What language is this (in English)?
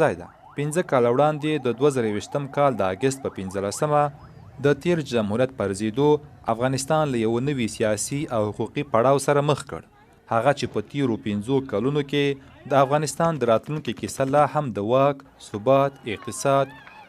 Pashto